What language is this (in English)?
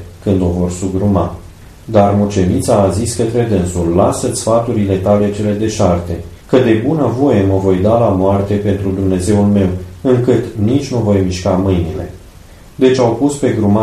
Romanian